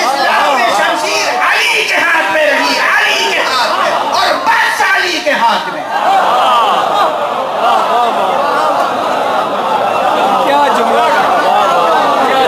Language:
Urdu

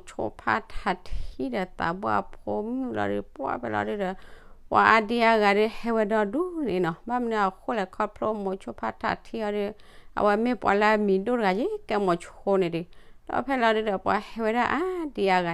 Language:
S'gaw Karen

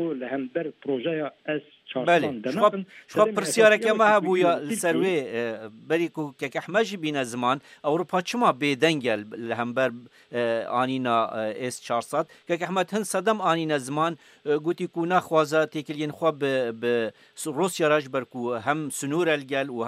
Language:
Kurdish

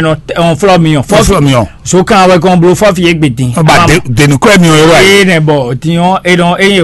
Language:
Fon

